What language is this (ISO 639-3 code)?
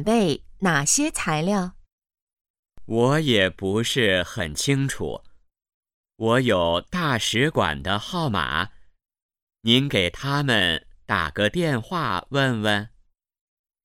zho